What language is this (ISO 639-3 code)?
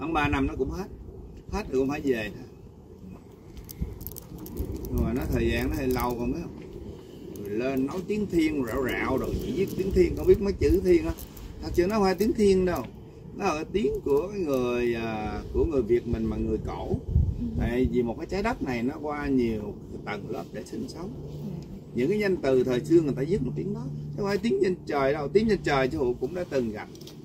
vie